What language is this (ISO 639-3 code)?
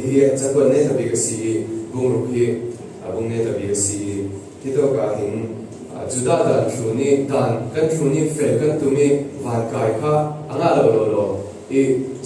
cfm